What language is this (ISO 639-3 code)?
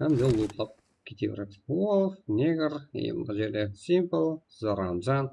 kaa